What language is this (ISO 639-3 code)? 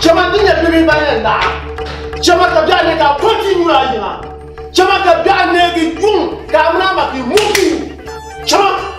dag